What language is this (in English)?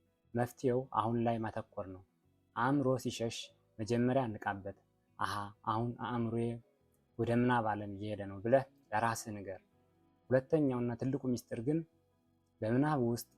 Amharic